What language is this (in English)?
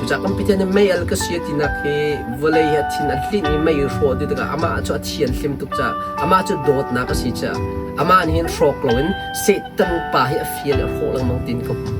Hakha Chin